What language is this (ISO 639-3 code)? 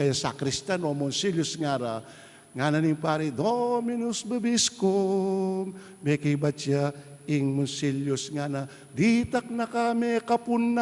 pam